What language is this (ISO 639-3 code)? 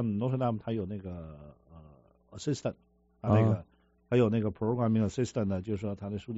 zho